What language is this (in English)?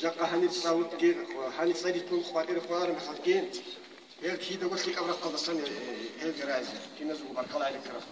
Avaric